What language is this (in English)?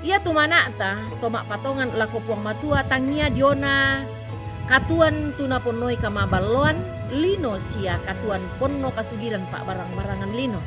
Toraja-Sa'dan